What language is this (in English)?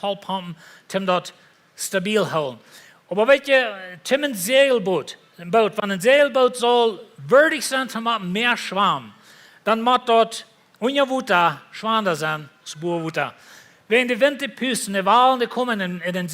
Plautdietsch